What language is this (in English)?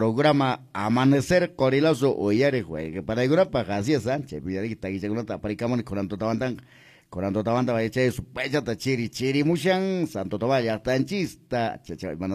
Quechua